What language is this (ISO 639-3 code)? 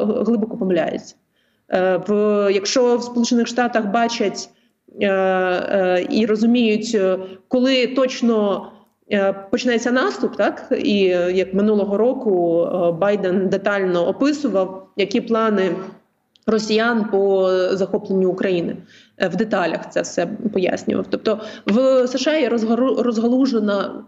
ukr